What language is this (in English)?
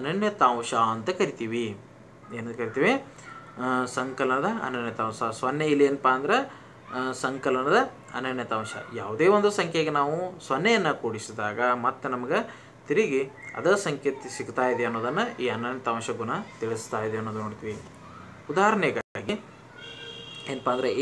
Kannada